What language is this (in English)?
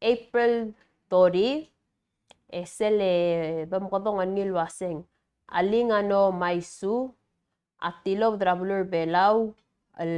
Palauan